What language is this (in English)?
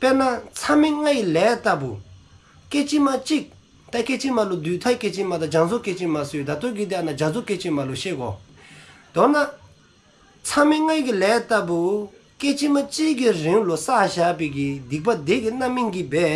Dzongkha